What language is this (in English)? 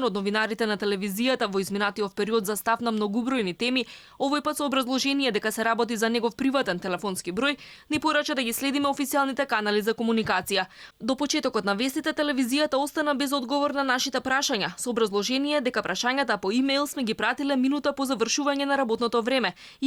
Macedonian